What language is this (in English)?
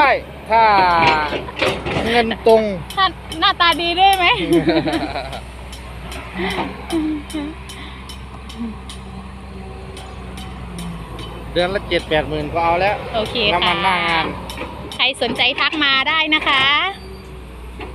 Thai